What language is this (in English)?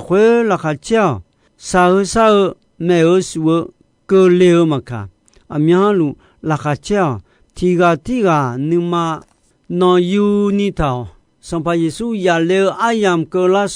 Akha